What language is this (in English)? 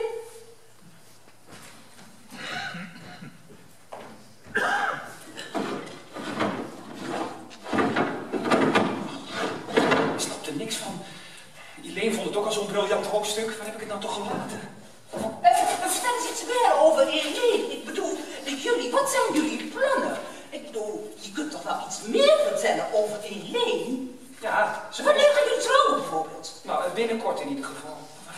Dutch